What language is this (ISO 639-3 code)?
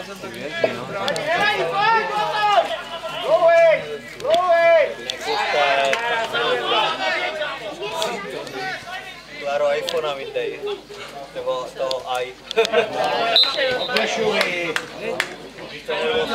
ces